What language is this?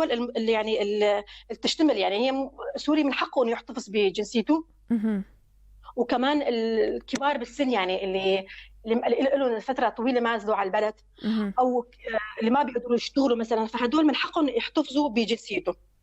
North Levantine Arabic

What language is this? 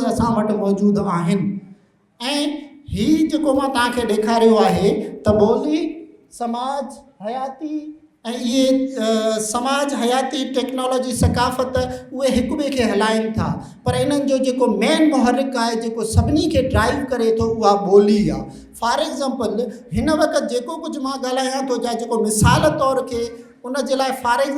Sindhi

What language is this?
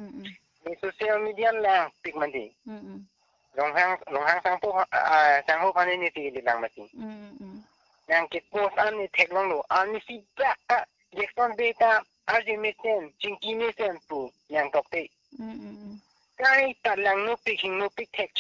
Karbi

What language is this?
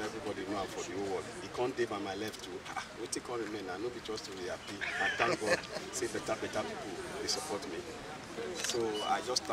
Nigerian Pidgin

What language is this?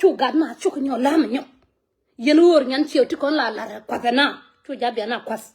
Nuer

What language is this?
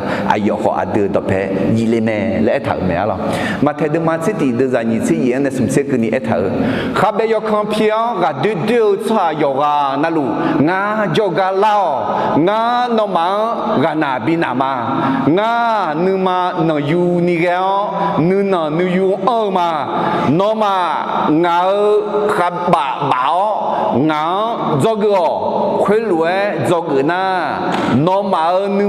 Akha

